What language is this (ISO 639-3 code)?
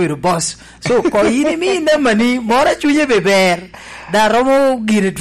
laj